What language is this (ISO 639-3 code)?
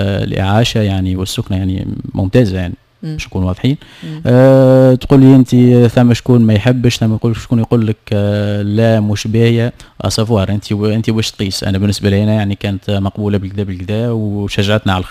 aeb